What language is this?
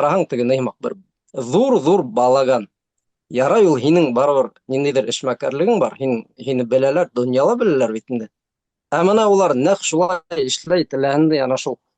Bashkir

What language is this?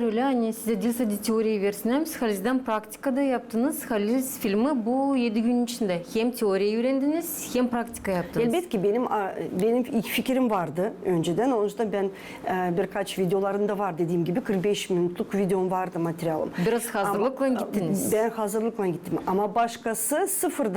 Gagauz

